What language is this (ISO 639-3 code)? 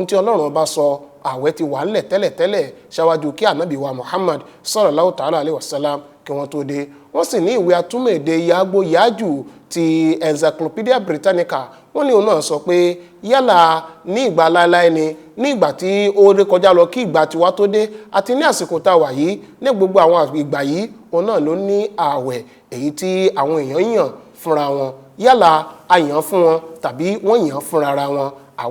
yor